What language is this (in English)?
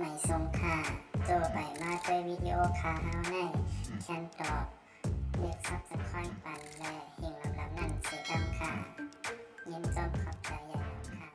Shan